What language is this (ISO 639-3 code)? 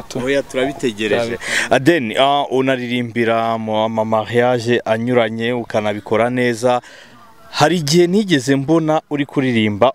kin